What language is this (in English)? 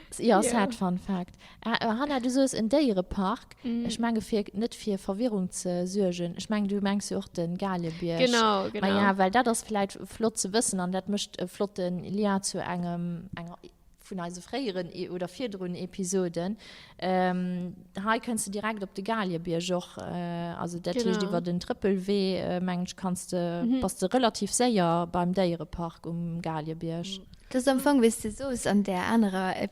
Luxembourgish